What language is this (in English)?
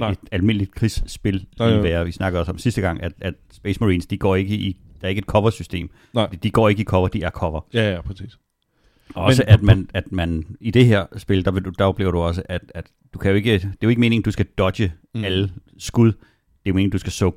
Danish